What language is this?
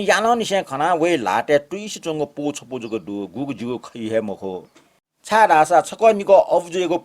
Newari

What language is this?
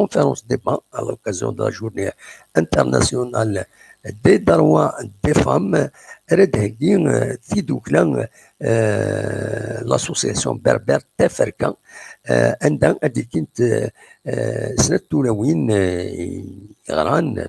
Kabyle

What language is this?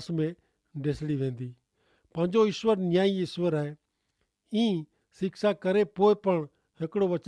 Kachhi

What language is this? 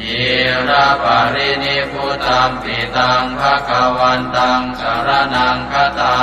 Pali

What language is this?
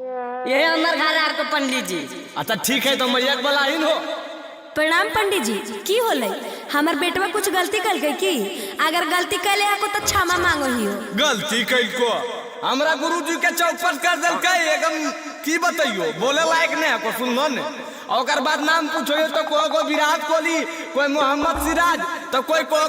Magahi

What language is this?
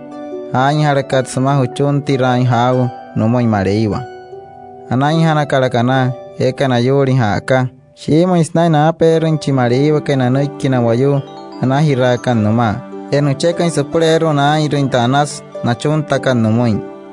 Wayuu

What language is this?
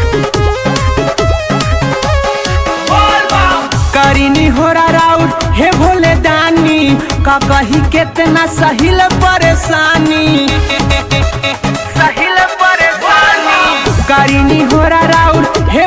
Bhojpuri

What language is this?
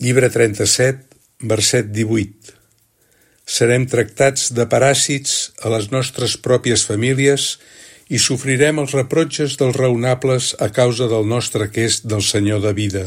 Catalan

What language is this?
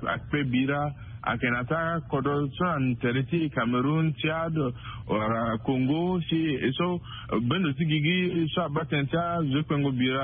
Sango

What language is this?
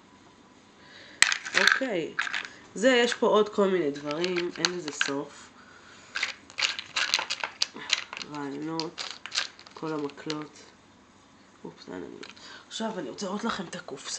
Hebrew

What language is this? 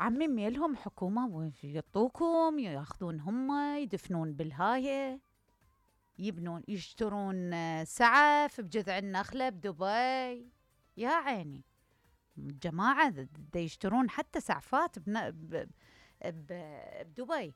Mesopotamian Arabic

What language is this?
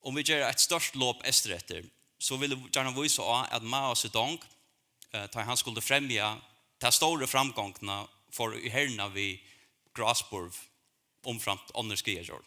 Faroese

